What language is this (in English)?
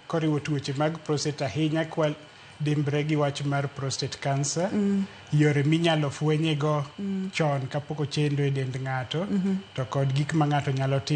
Luo (Kenya and Tanzania)